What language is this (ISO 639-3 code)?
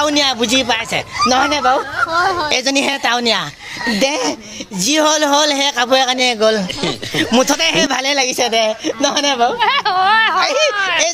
asm